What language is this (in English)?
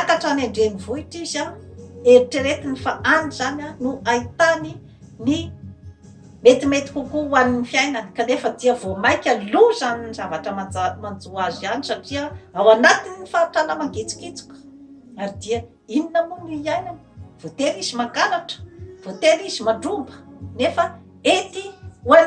Malagasy